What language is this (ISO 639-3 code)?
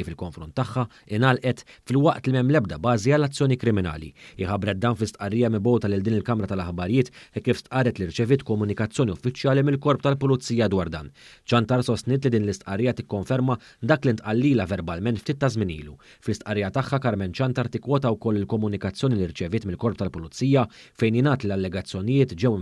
mlt